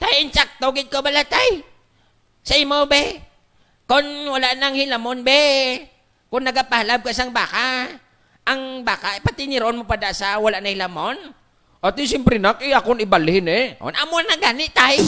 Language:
Hiligaynon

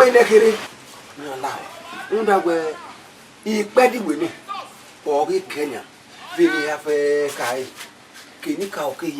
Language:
Bini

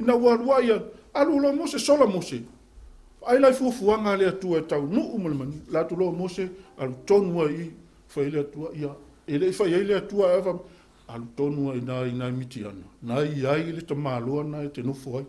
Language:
Samoan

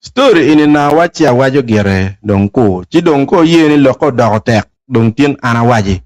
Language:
Acoli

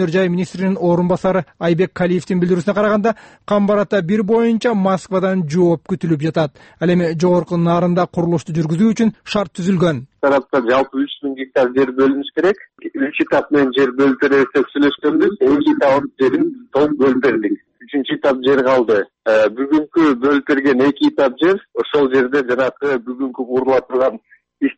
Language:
Kyrgyz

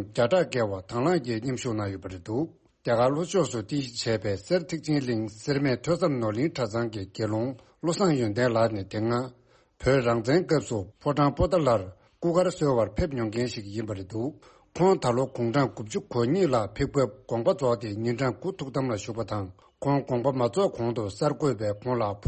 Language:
Tibetan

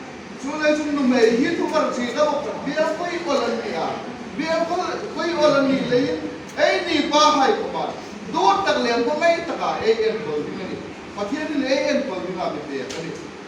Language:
Hmar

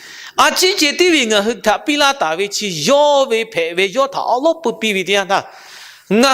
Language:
Lahu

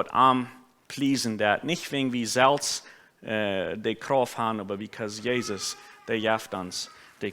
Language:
Plautdietsch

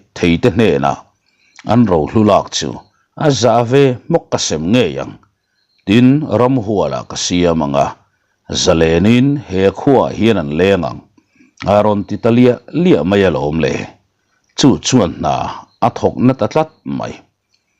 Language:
Mizo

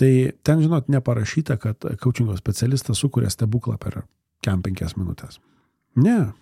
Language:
Lithuanian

